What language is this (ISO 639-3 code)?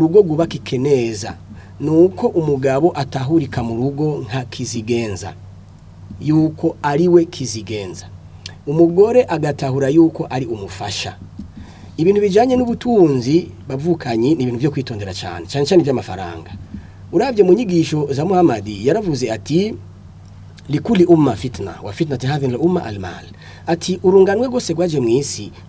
run